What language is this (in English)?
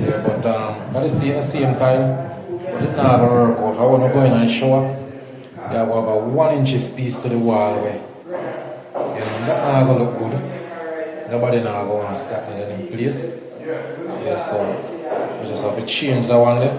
Jamaican Creole English